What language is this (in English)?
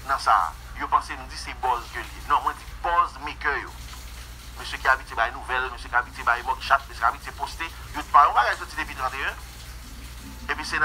Haitian Creole